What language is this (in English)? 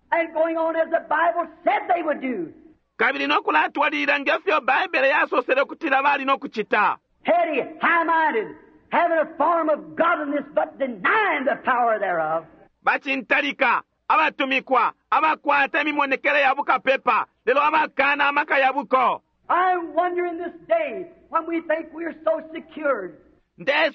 Bemba